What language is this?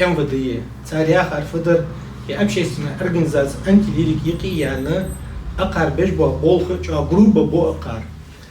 Ingush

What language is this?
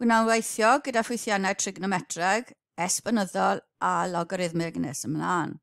Welsh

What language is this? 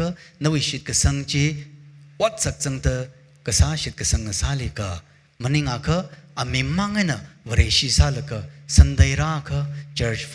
Tangkhul Naga (India)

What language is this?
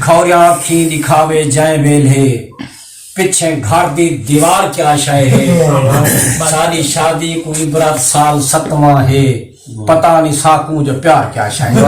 Saraiki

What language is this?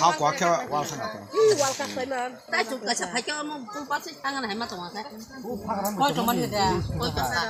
Kok Borok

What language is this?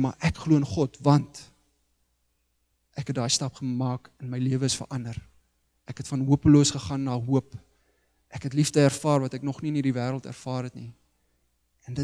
Afrikaans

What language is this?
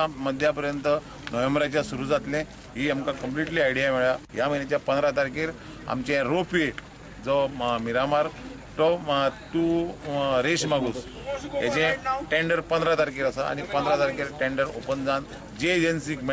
Konkani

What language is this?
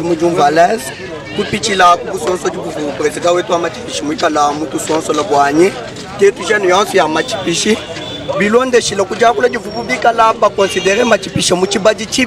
Luba-Lulua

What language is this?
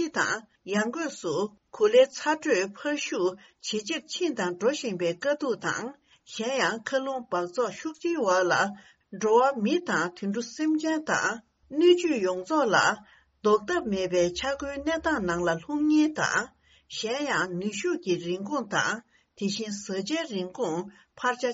Tibetan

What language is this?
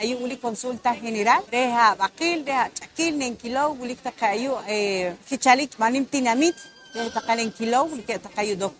Poqomchi'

